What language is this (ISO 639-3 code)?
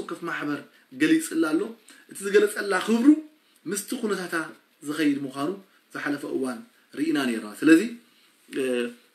tir